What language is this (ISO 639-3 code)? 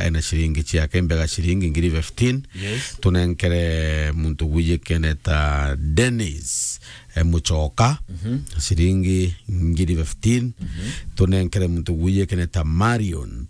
mer